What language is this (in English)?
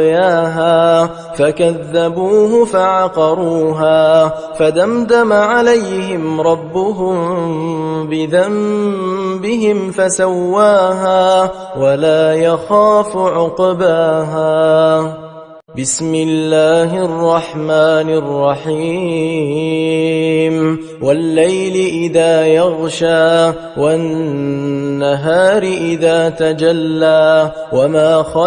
Arabic